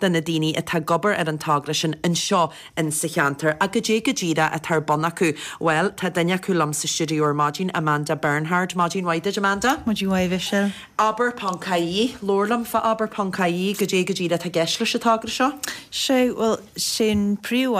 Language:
Irish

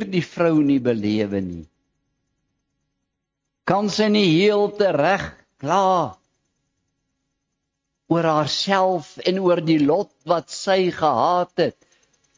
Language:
Afrikaans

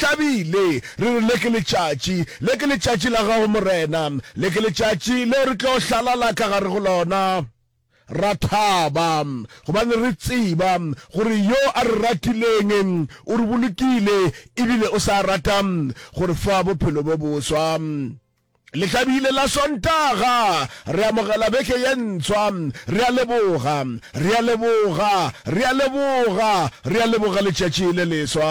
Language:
Northern Sotho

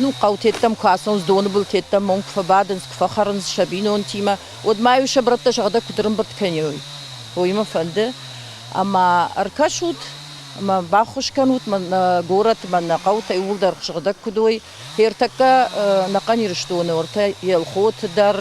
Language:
Ossetic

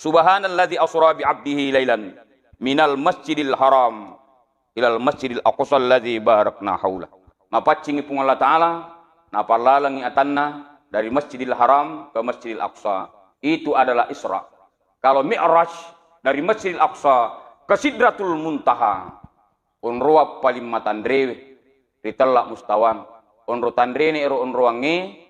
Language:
Buginese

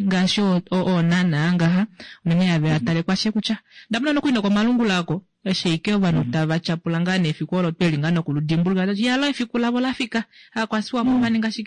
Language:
Kuanyama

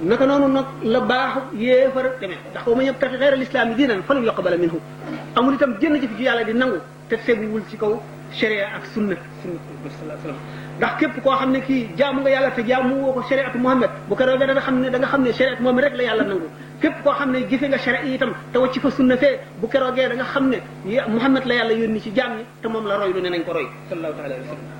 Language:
Wolof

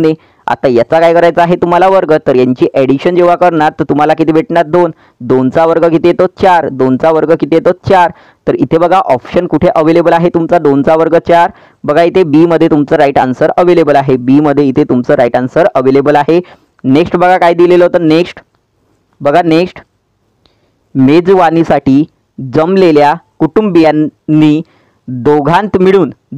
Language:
Marathi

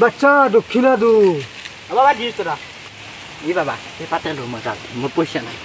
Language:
Assamese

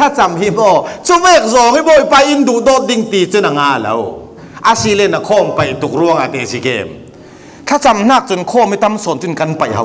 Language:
Falam Chin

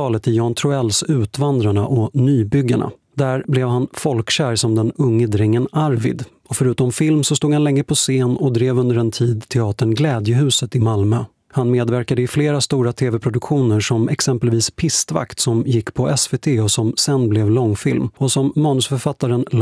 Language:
Swedish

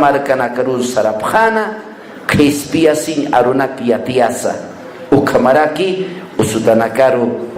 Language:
Aymara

